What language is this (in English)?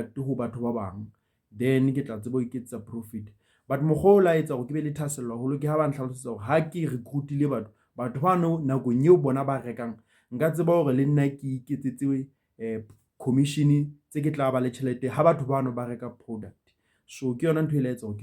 Southern Sotho